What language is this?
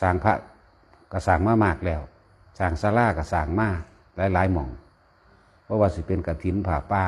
Northeastern Thai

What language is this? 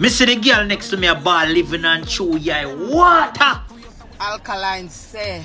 Jamaican Creole English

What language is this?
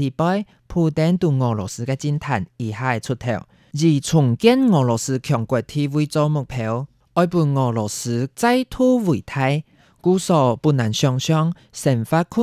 Hakka Chinese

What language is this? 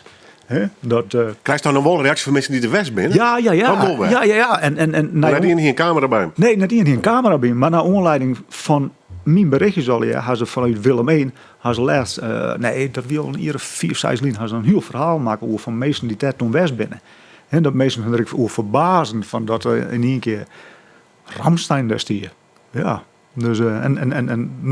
Western Frisian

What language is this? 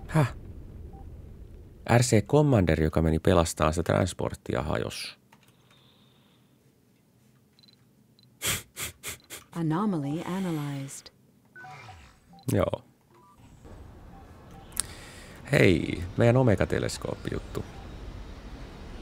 Finnish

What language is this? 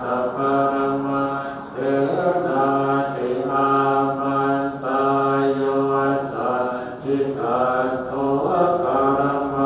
Pali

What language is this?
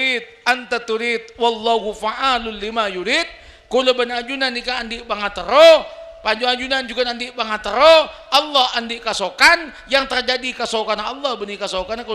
Madurese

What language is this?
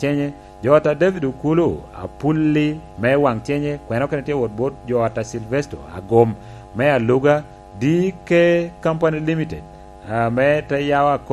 Lango (Uganda)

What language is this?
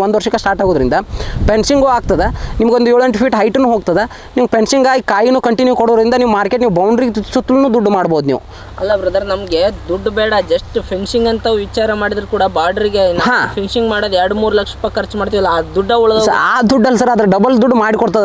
Kannada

